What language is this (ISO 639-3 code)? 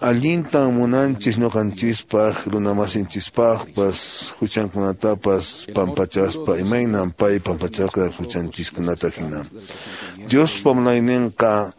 que